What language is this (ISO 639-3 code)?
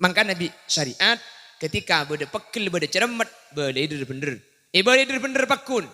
mad